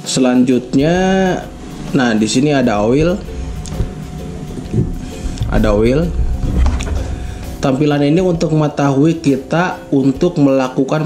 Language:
Indonesian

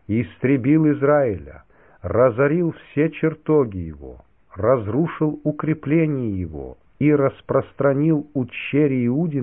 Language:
Russian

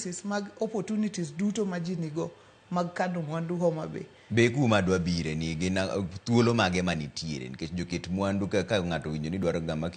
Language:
Luo (Kenya and Tanzania)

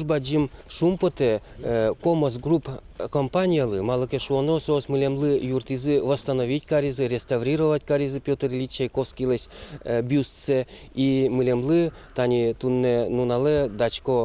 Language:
Udmurt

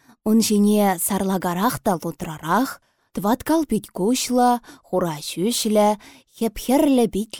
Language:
Chuvash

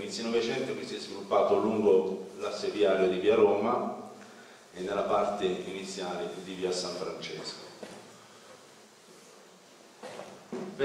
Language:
Italian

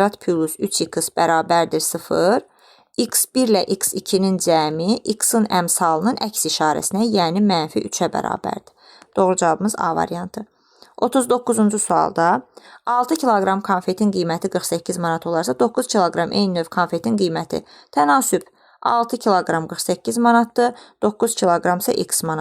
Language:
Azerbaijani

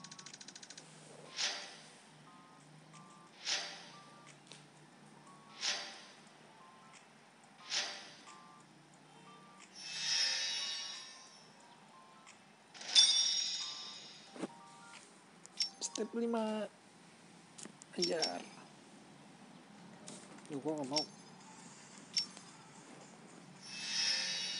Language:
Indonesian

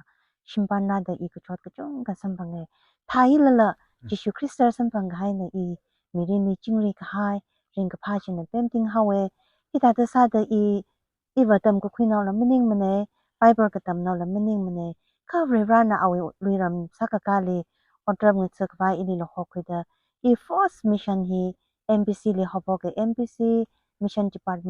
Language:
Tangkhul Naga (India)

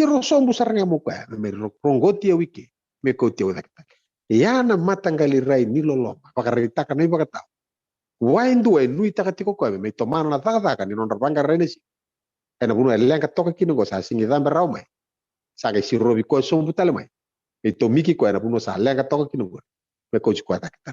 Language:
Fijian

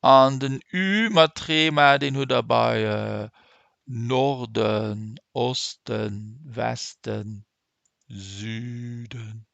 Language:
Luxembourgish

